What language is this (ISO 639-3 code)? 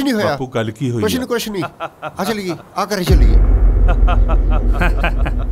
pan